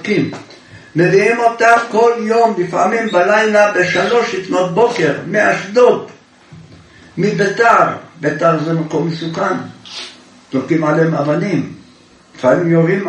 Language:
Hebrew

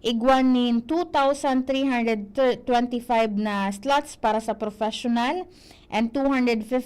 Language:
Bikol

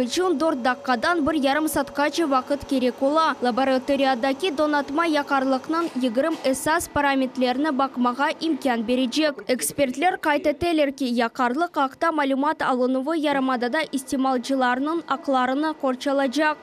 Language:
Crimean Tatar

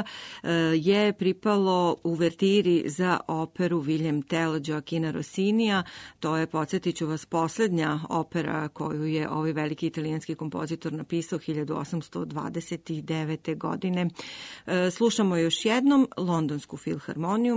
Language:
Serbian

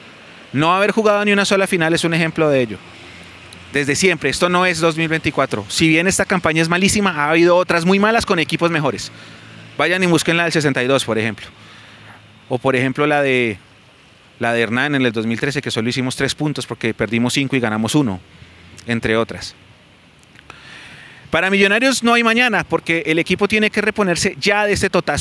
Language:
Spanish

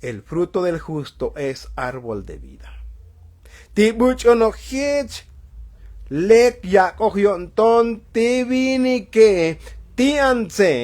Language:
Tzotzil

